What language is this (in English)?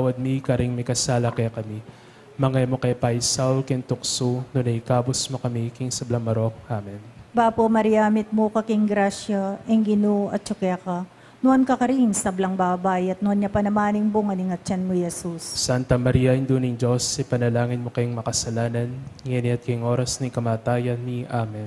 Pampanga